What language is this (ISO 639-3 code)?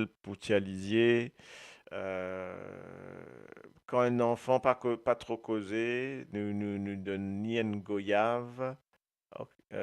mfe